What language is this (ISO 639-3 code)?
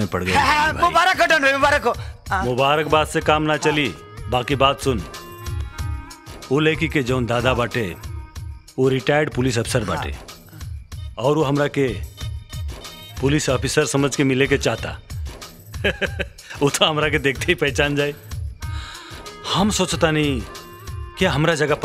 bho